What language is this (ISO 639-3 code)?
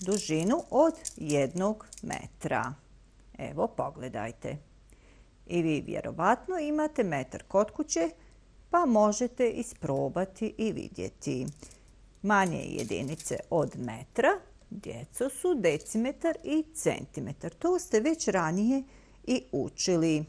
bos